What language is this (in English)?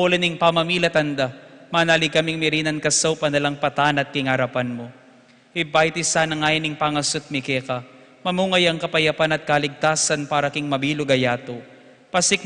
Pampanga